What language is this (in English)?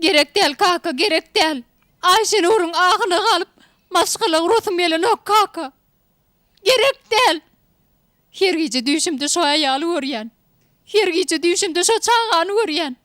Turkmen